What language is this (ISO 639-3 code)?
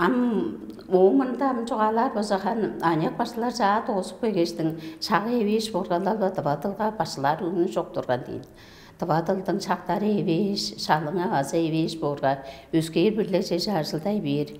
tyv